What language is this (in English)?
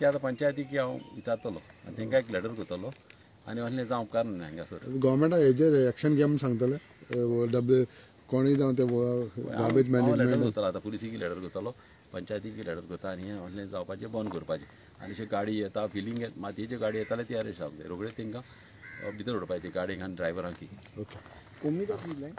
Konkani